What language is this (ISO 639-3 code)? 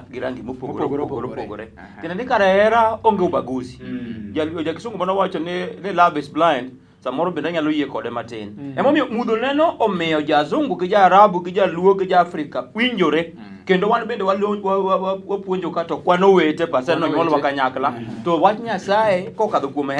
luo